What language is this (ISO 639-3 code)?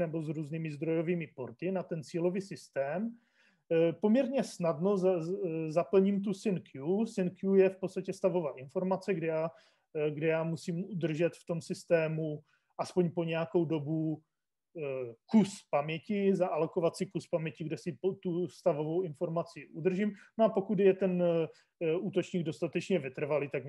ces